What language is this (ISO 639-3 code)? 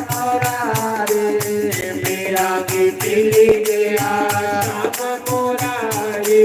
doi